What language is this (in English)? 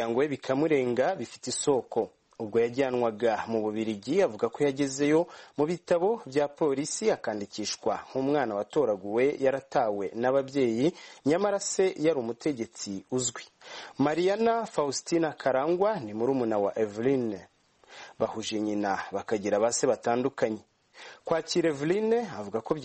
Kinyarwanda